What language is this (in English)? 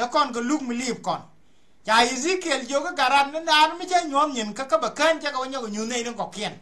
Nuer